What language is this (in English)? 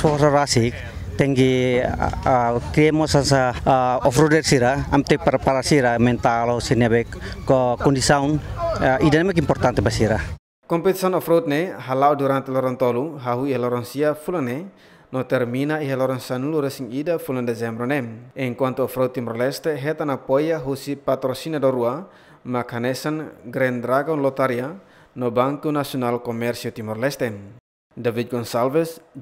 Tetum